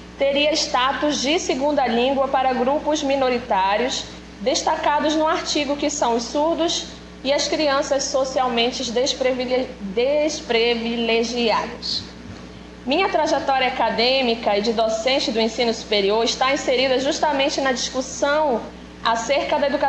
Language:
Portuguese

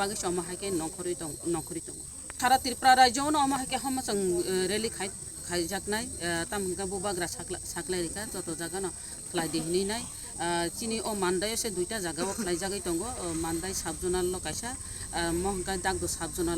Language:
Kok Borok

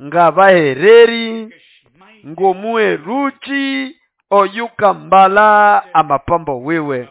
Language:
Nande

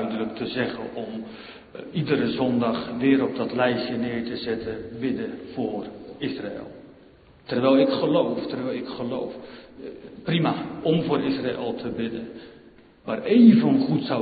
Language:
Dutch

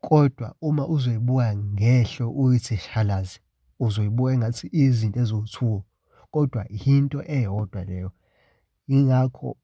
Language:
Zulu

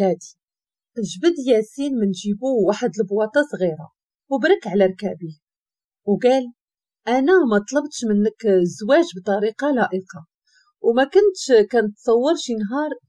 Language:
Moroccan Arabic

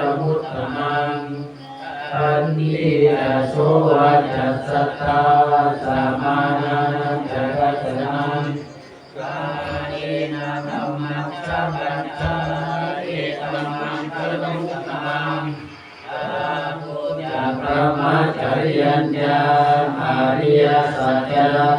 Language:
Pali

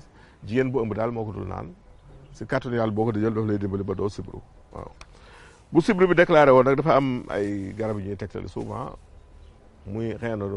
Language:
Wolof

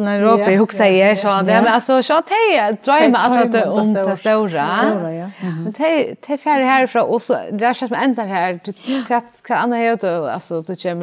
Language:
Faroese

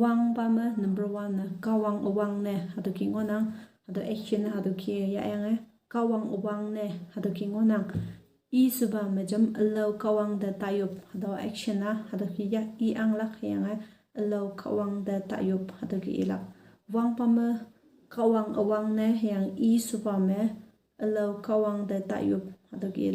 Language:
Konyak Naga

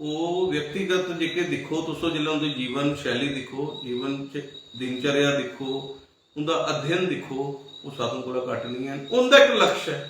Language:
Dogri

